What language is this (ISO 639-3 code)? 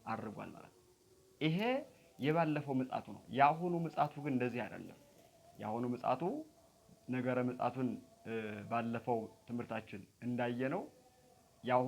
amh